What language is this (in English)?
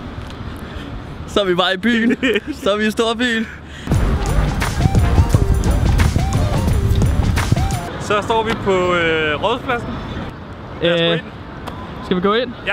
Danish